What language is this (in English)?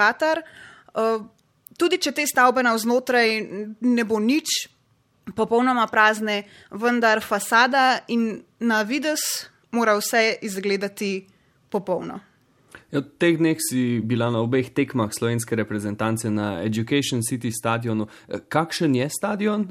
Slovenian